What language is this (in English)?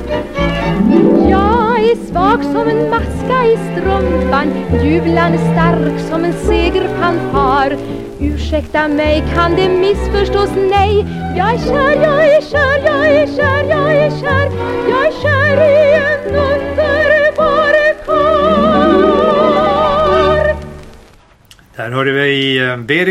Swedish